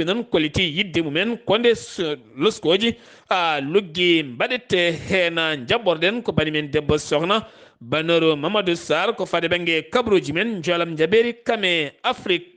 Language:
Fula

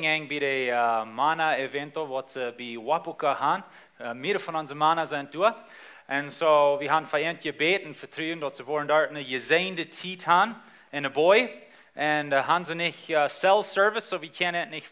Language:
Plautdietsch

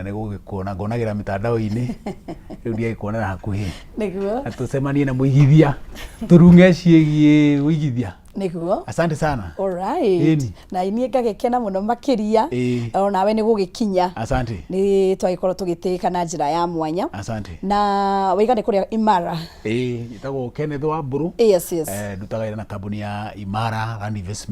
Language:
Kikuyu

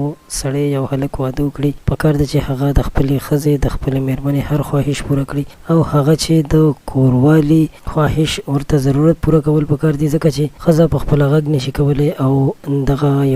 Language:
Pashto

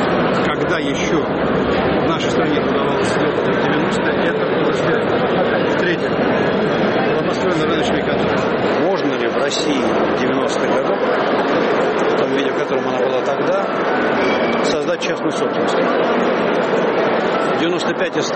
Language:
Russian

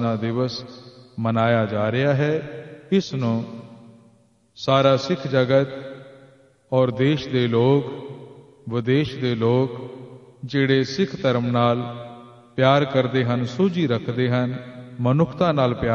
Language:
Punjabi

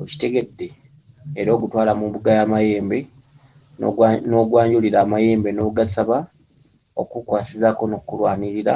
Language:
Ganda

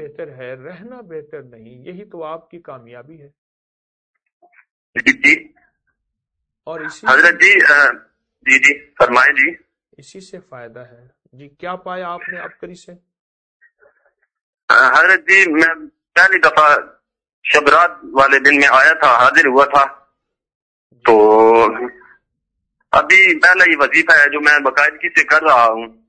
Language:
Urdu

